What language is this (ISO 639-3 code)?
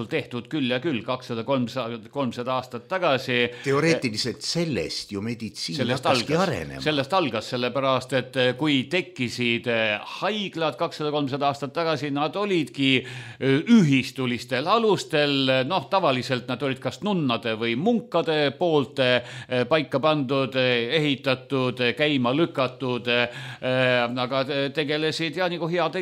est